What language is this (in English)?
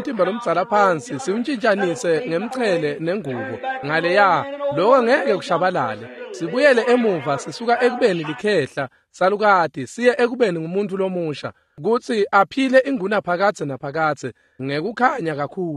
Swati